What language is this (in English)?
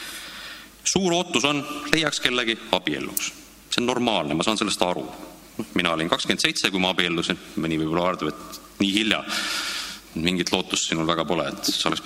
Estonian